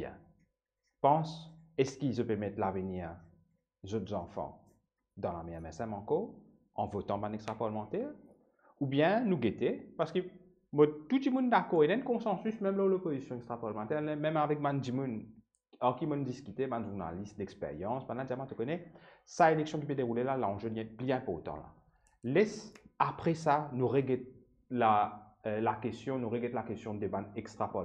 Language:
Morisyen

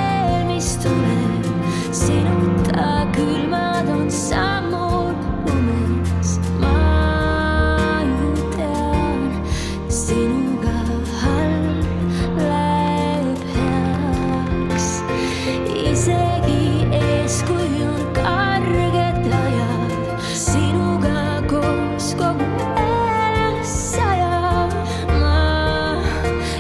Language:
Estonian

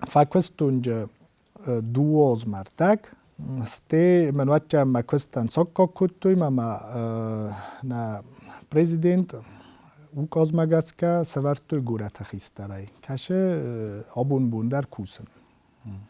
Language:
Ossetic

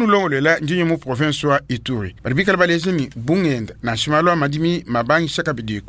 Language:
Luba-Lulua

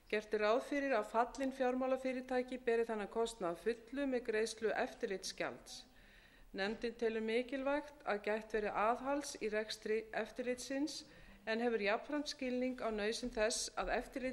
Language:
Icelandic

